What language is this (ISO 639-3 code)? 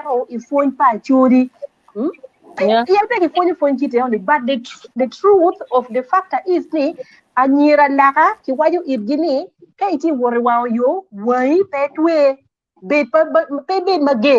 ach